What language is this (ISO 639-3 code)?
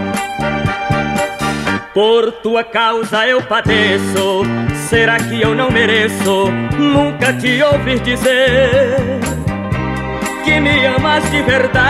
por